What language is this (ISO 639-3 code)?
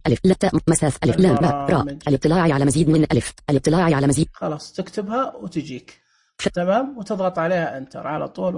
ars